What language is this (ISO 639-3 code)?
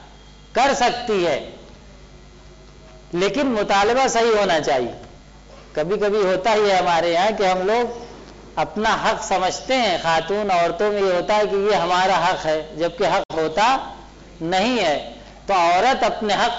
urd